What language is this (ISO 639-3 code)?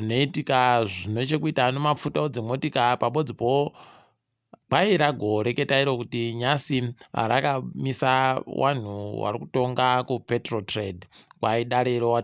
ndc